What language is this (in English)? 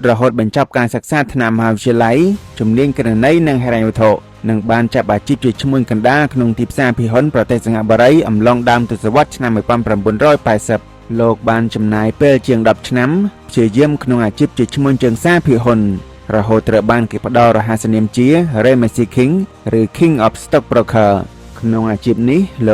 Khmer